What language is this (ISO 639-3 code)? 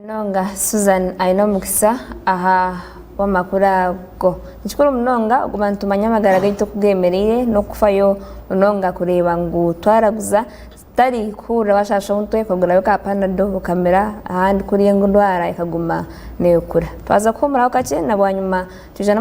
nyn